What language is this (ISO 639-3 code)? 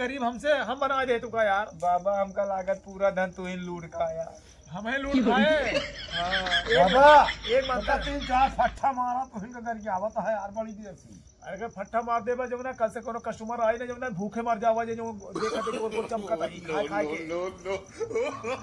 awa